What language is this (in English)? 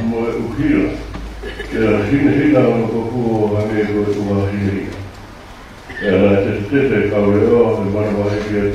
Tongan